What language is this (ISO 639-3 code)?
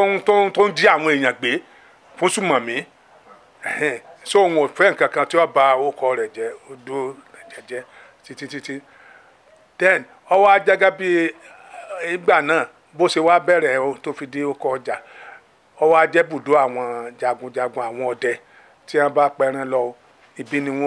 yor